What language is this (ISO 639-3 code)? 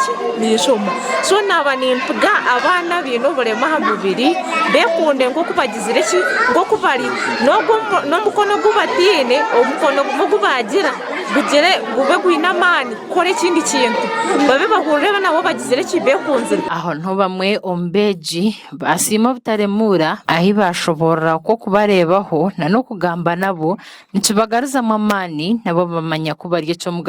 nyn